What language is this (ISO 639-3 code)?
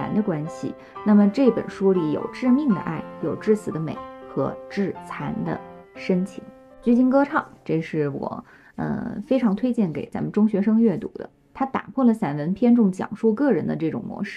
zho